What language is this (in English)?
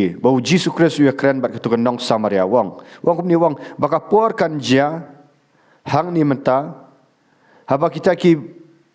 Khasi